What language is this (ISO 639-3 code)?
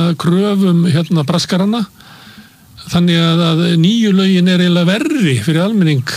isl